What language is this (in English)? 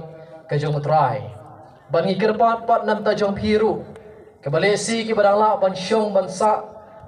Khasi